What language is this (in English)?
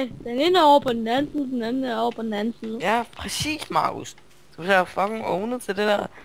Danish